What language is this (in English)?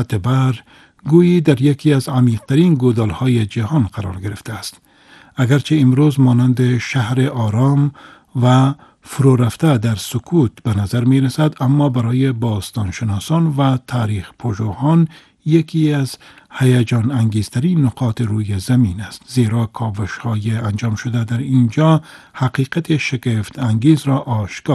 Persian